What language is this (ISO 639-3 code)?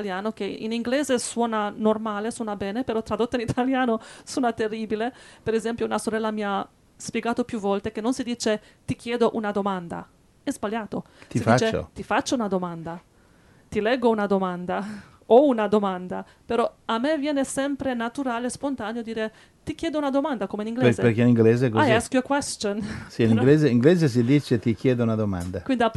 ita